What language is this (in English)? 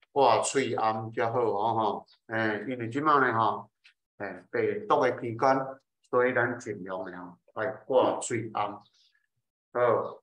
Min Nan Chinese